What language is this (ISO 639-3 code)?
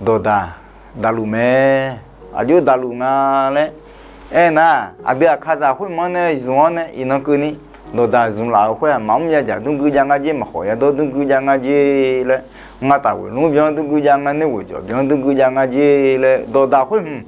ahk